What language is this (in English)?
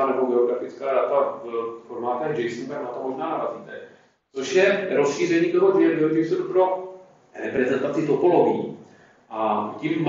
Czech